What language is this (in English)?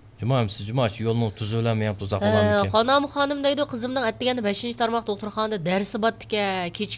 Uyghur